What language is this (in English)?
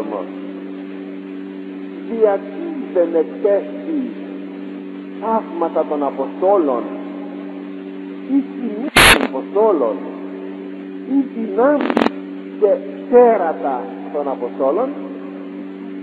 Greek